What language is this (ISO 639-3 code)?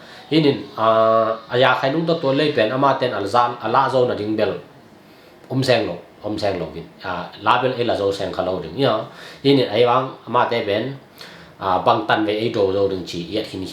ctd